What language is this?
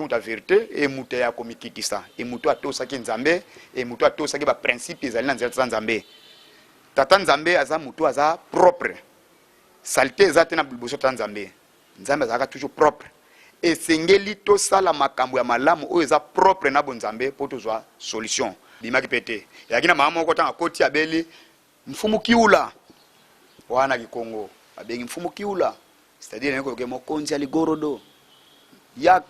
Lingala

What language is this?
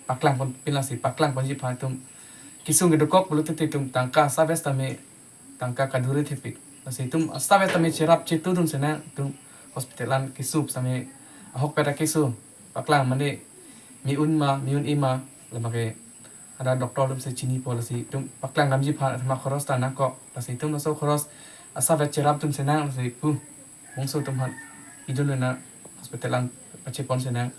Karbi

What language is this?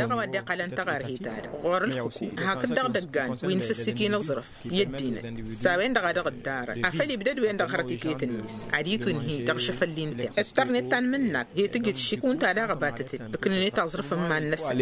Tamasheq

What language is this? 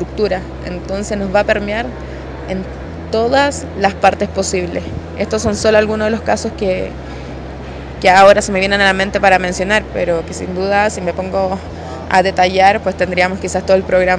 Spanish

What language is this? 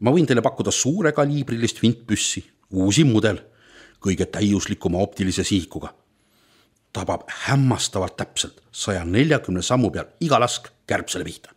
Estonian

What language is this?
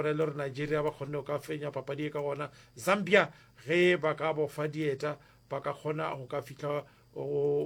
Northern Sotho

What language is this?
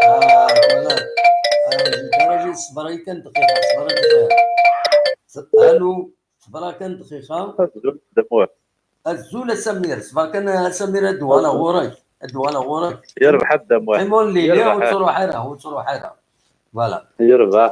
Kabyle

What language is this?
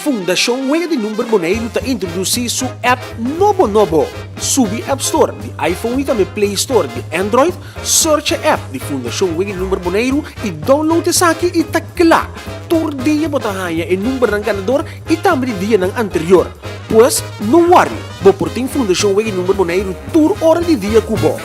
Papiamento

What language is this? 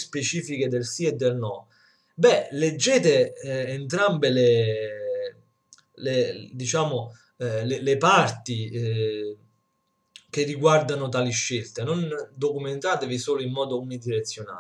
Italian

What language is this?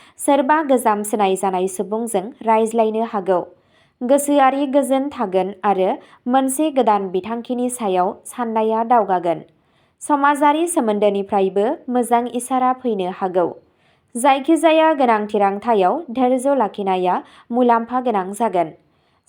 Bodo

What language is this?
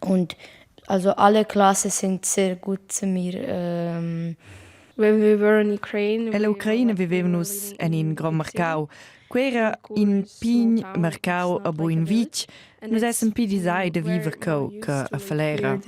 Romansh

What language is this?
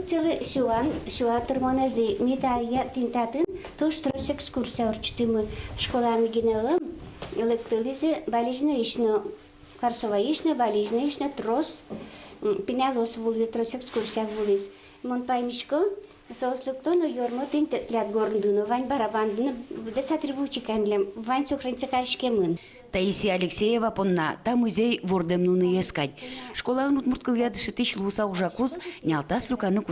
Udmurt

